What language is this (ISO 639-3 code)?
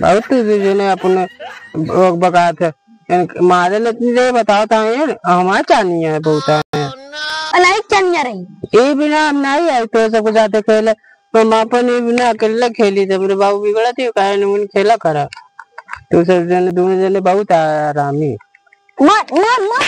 awa